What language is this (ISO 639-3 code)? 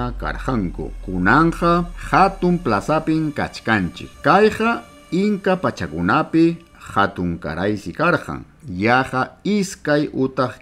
quy